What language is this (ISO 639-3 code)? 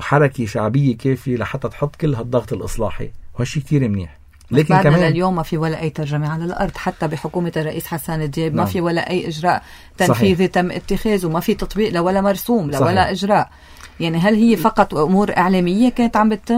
apc